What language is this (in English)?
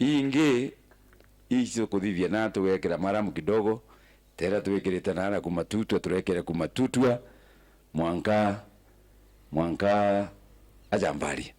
Meru